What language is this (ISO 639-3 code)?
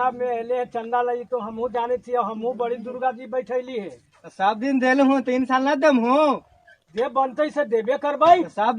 mag